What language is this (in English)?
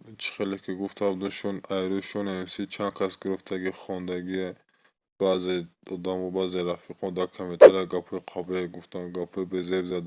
Tajik